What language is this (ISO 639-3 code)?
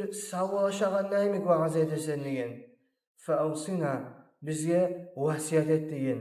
kum